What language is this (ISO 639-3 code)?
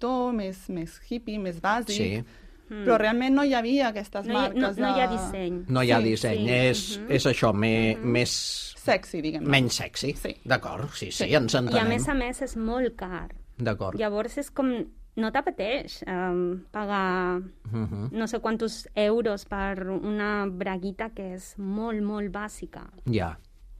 cat